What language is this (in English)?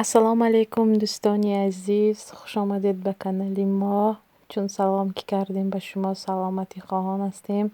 Tajik